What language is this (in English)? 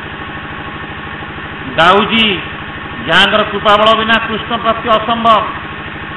Odia